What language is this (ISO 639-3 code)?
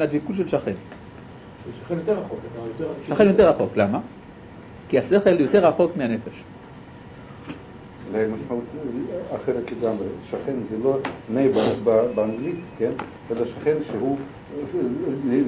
heb